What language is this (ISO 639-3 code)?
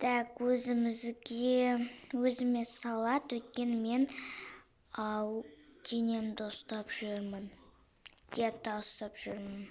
kaz